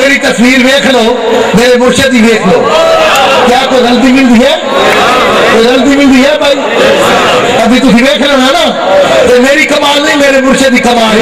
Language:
Urdu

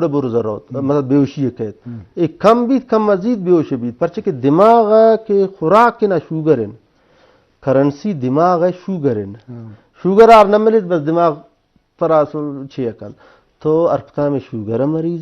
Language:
Eastern Balochi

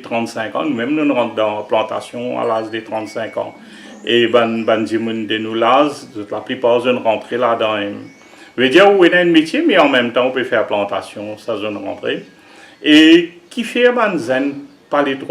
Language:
Morisyen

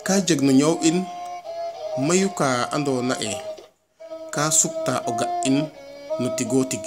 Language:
Serer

